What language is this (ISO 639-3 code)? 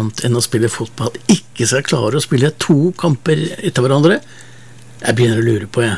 nor